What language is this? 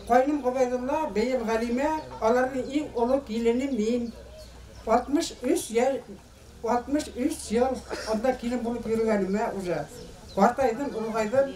Bashkir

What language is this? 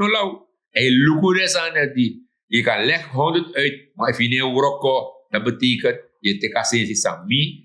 Sranan Tongo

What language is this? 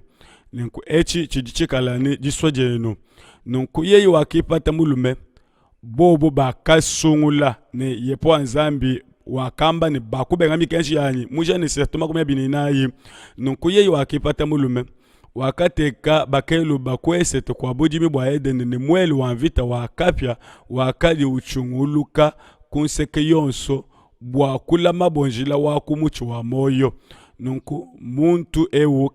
Luba-Lulua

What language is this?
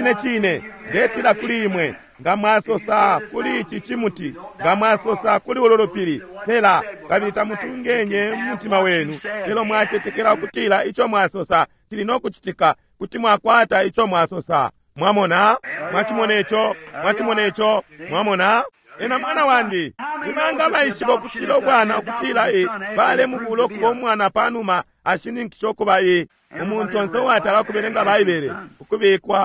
Bemba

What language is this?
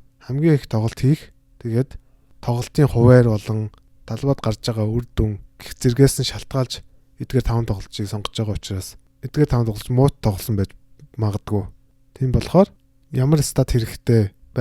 Mongolian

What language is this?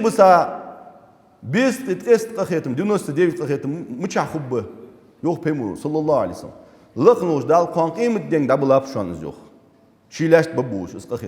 Ingush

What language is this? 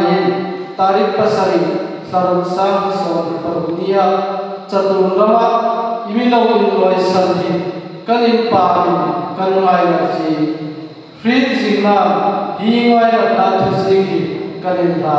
Hmar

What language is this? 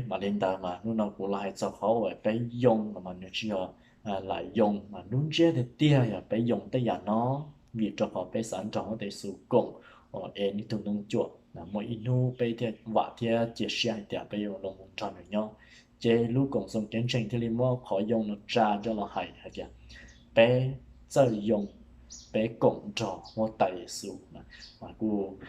Hmong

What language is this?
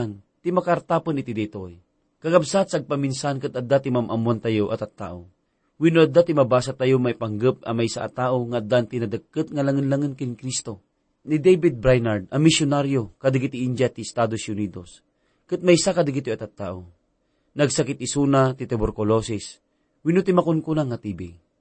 Iloko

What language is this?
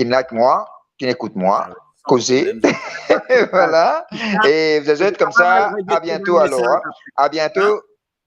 Morisyen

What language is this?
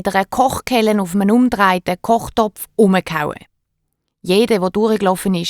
Swiss German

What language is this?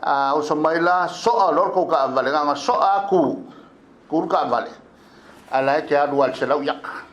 Samoan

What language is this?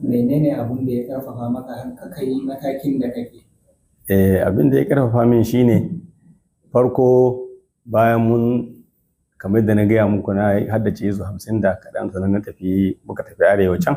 Hausa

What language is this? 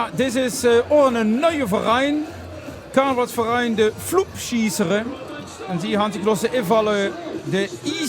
Limburgish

